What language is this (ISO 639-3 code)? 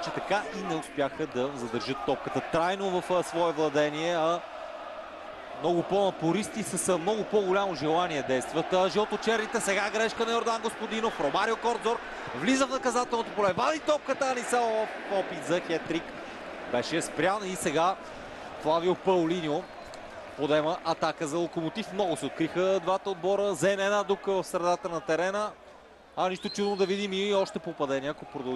bul